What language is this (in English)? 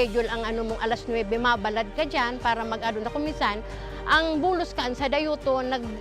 Bikol